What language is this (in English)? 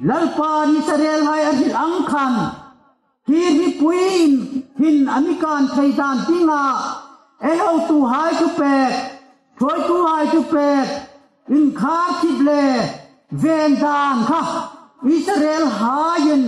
Hmar